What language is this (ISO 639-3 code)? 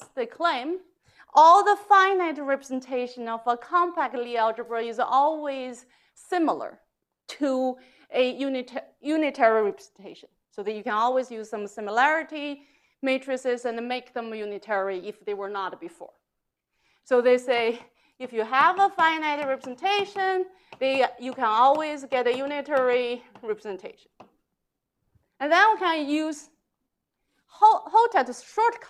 eng